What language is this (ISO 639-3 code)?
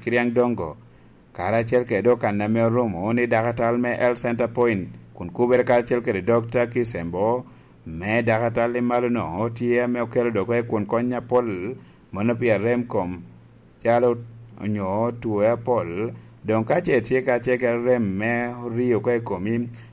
laj